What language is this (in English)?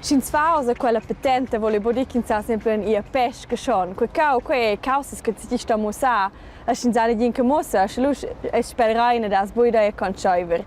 Romansh